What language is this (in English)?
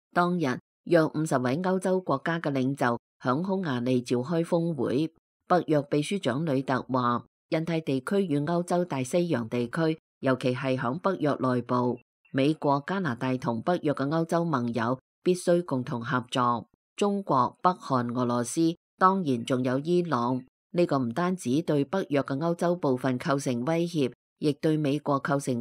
Cantonese